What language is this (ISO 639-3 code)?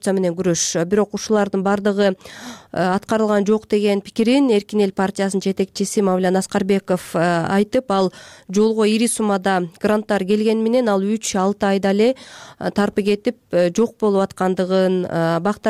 kir